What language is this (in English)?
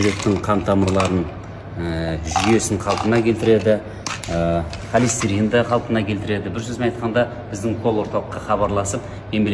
Kazakh